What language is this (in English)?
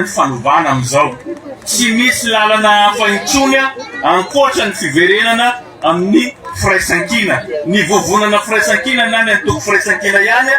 Malagasy